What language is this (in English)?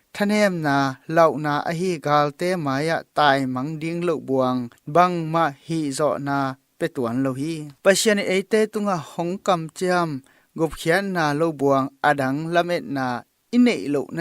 Tedim Chin